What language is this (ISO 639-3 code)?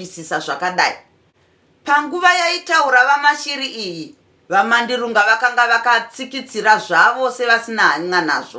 sna